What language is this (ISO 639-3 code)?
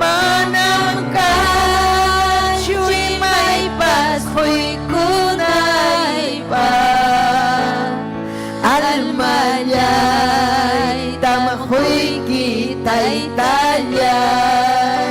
quy